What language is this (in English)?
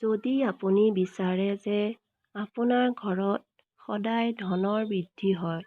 Assamese